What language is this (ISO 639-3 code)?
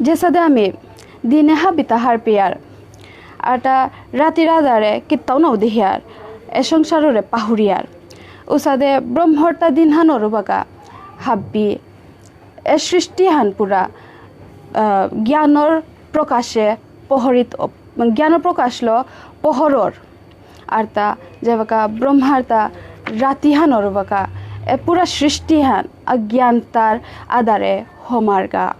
bpy